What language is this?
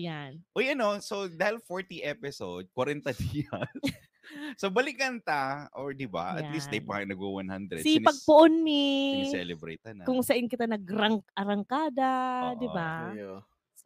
Bikol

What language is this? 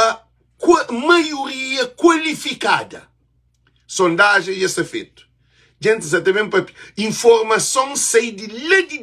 Kabuverdianu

